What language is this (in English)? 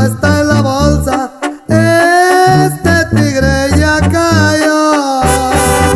Spanish